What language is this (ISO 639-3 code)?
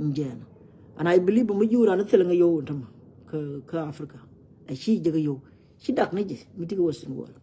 nus